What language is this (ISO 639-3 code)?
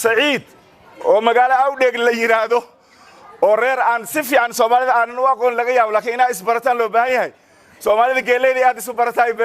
som